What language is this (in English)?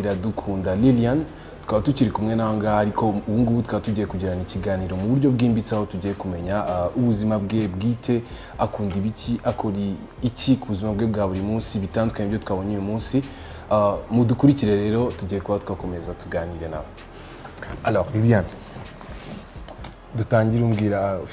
Kinyarwanda